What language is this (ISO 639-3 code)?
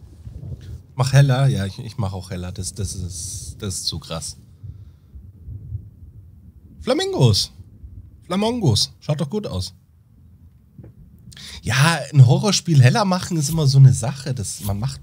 deu